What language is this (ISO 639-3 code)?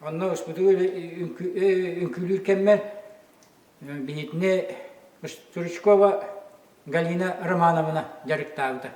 sah